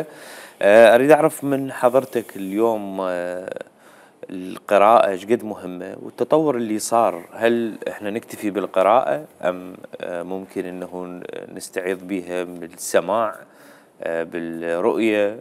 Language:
Mesopotamian Arabic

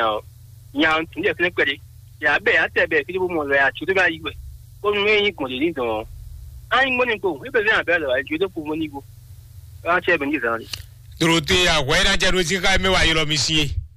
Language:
Fon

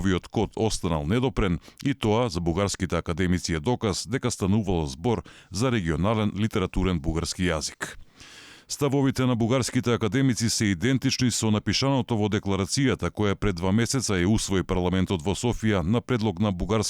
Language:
Macedonian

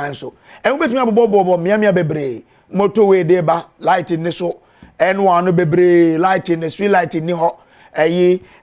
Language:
Akan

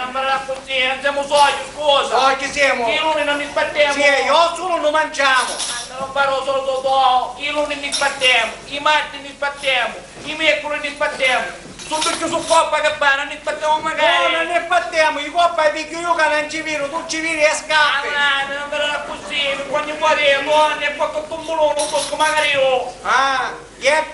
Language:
Sicilian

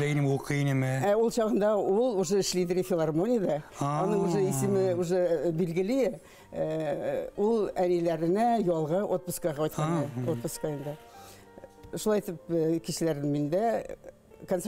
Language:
Bashkir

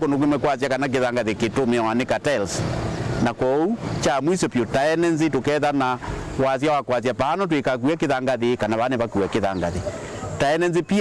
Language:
Kamba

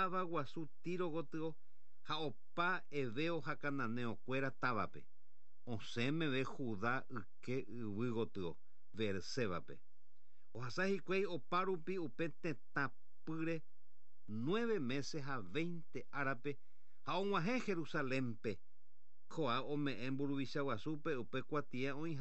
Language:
Guarani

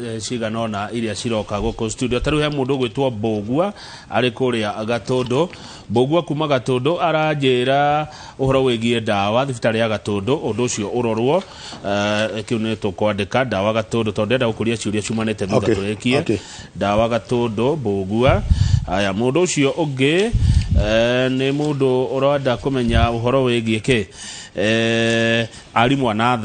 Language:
Kikuyu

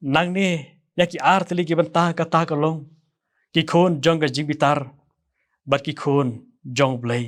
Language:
Khasi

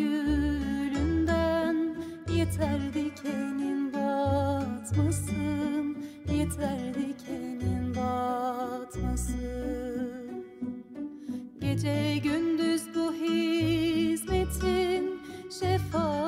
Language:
Turkish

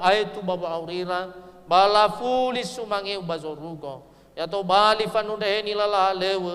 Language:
Nias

